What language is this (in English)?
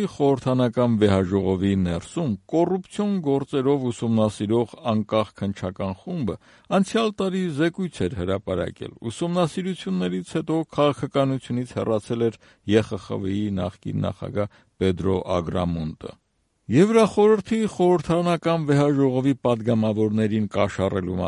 Armenian